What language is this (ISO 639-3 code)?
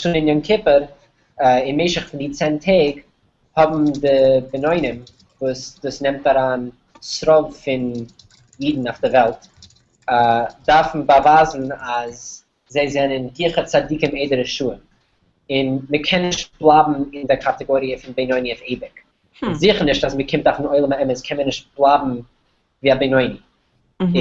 yid